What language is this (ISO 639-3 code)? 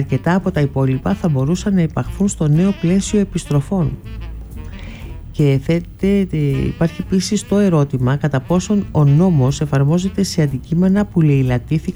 ell